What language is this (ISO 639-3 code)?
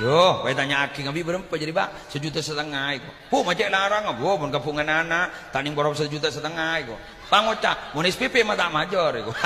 mad